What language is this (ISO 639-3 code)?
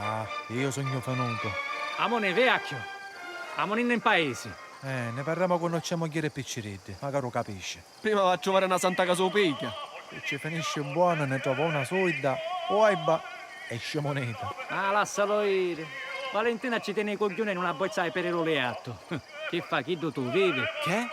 scn